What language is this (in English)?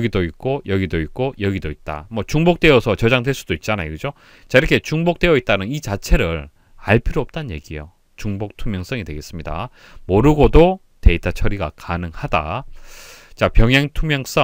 Korean